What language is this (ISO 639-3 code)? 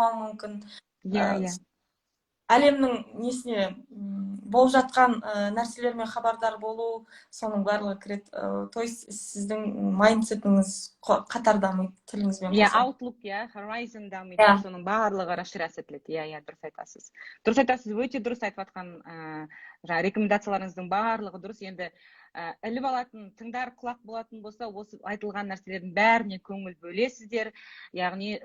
kaz